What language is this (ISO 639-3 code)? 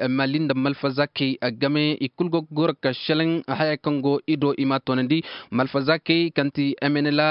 ses